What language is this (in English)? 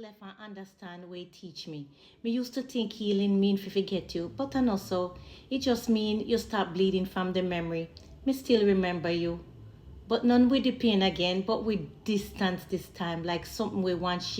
Jamaican Creole English